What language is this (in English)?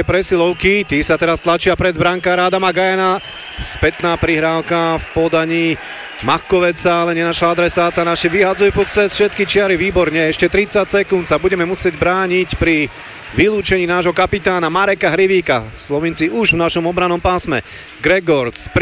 Slovak